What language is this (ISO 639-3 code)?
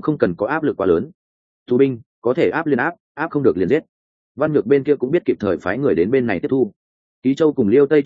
vie